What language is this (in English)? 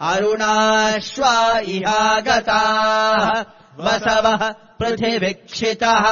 Sanskrit